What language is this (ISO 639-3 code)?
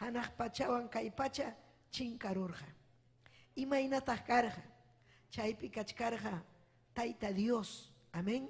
quy